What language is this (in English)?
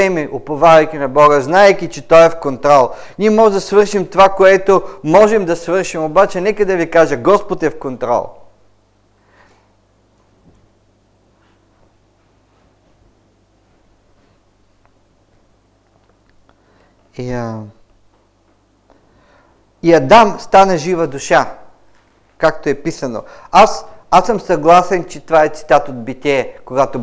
Bulgarian